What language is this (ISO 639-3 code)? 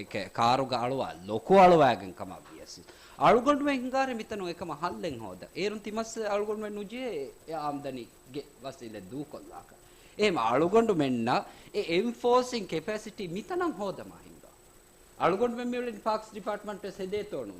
div